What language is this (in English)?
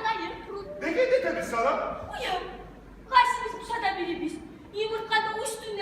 Kumyk